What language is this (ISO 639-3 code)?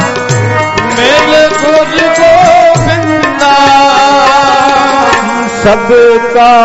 pan